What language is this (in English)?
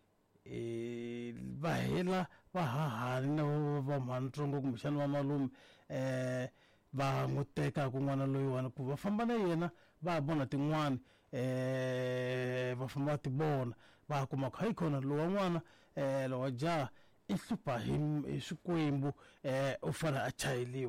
Tsonga